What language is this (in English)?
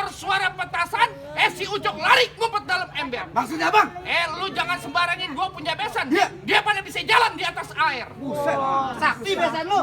Betawi